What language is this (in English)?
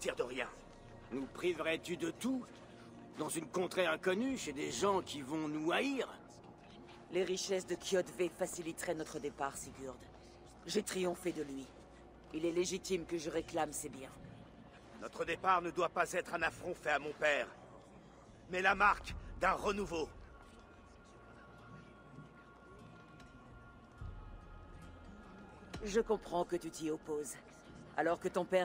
French